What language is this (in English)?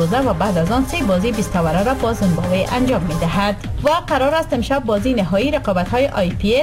Persian